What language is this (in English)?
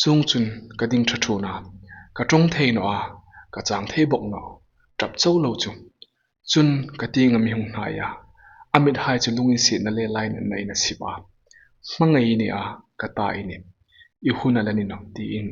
Hmar